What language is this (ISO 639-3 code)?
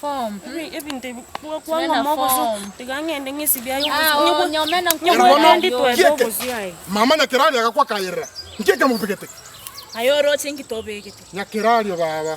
guz